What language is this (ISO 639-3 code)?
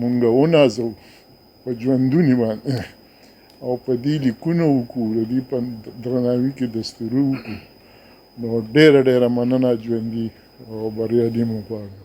pus